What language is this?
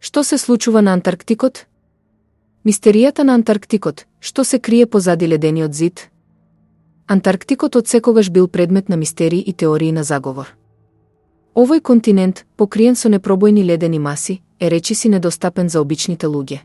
Macedonian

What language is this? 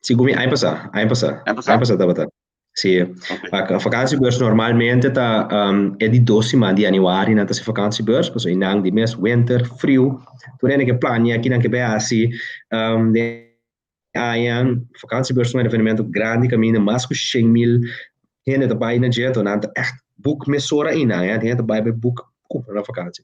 Papiamento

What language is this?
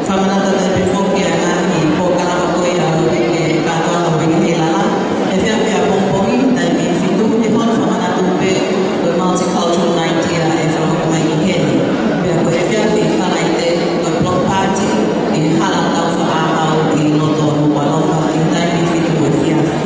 Tongan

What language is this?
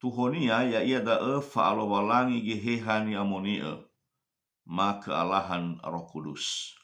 Nias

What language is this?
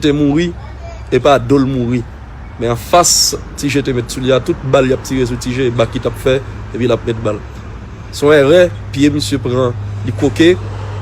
Haitian Creole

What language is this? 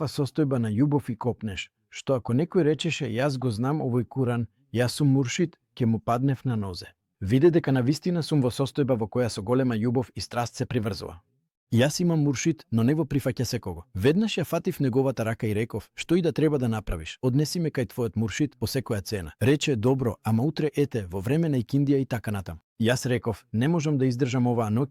Macedonian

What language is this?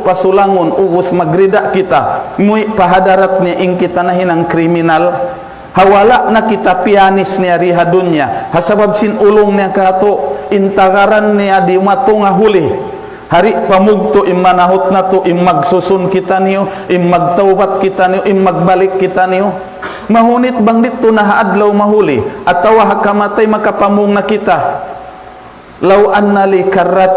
Tausug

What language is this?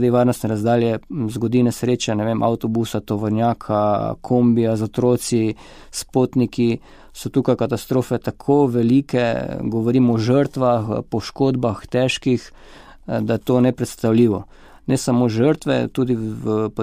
Slovenian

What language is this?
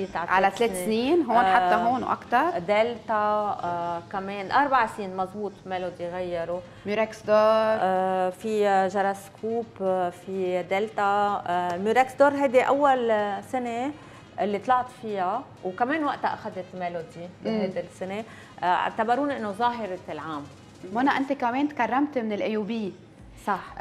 North Levantine Arabic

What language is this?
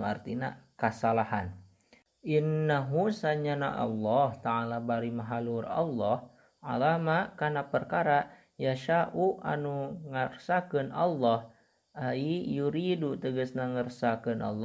Sundanese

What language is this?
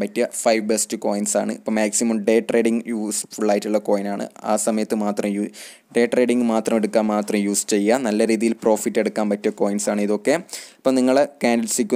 Malayalam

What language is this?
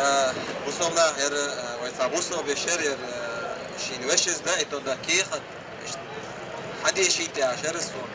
Chechen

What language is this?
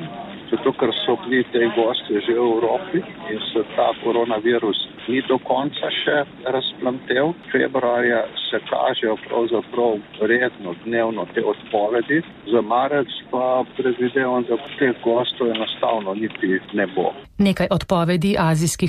Slovenian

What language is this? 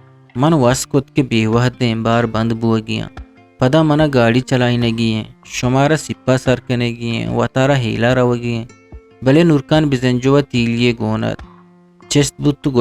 Eastern Balochi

